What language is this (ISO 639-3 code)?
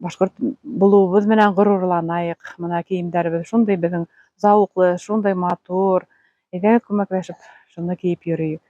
bak